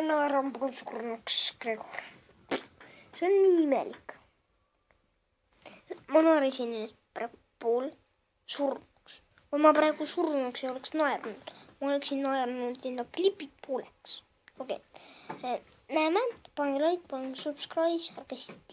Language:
Estonian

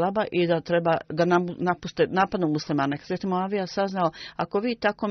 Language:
Bosnian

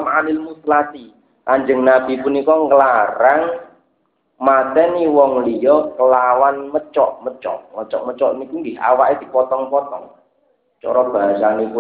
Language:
Javanese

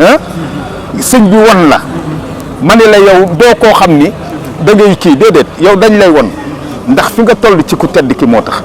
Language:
Wolof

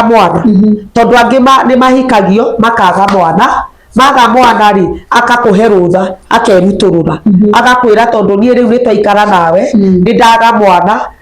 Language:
Kikuyu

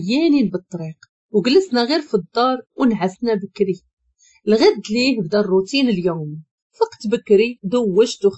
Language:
Moroccan Arabic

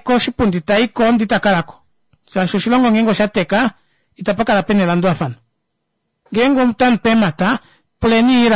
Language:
Kuanyama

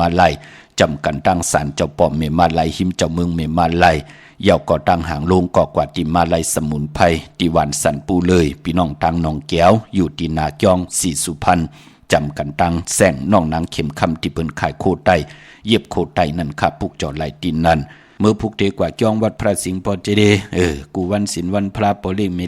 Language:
Shan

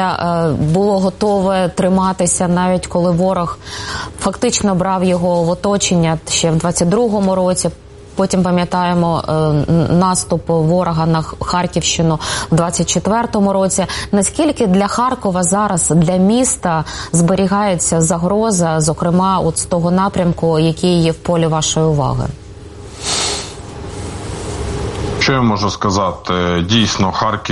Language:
Ukrainian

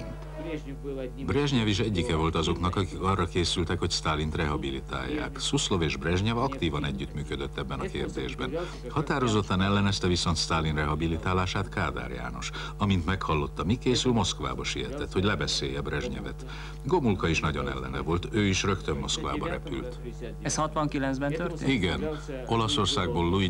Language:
Hungarian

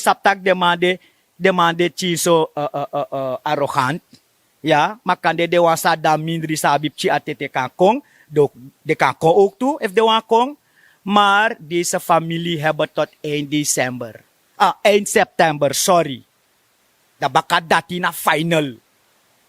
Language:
Sranan Tongo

